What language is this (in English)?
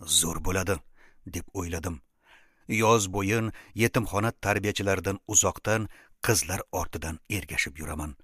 Uzbek